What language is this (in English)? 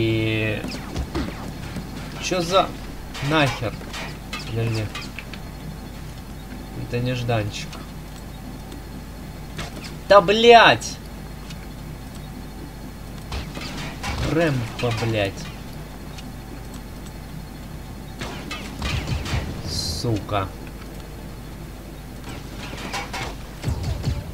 Russian